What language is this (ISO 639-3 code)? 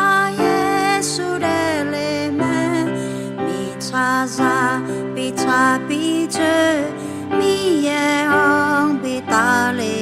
ahk